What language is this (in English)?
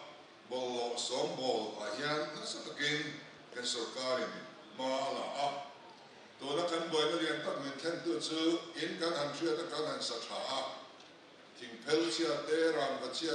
Mizo